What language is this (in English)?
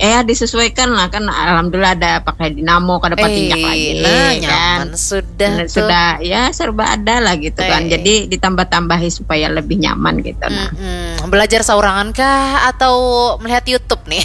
Banjar